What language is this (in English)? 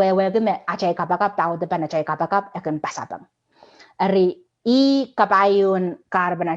Pohnpeian